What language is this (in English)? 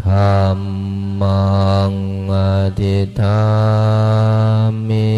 Pali